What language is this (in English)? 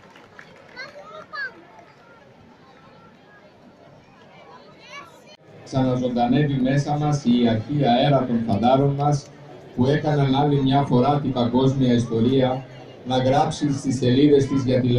Greek